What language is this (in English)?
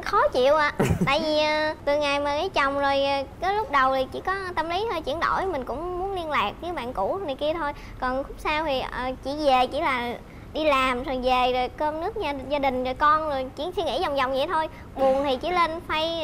Vietnamese